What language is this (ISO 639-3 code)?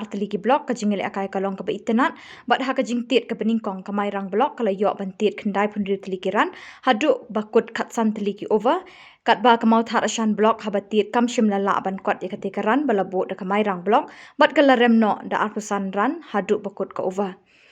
kha